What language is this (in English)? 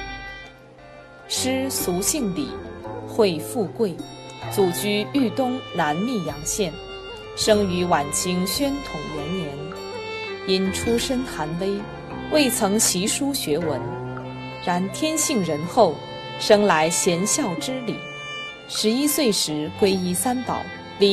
Chinese